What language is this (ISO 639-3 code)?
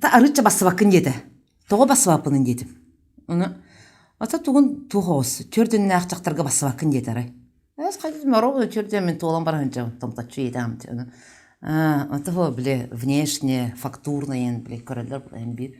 sah